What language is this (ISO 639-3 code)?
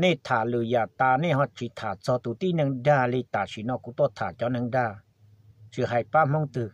hmn